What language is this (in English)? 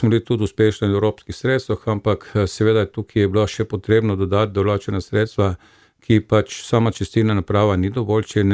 Slovenian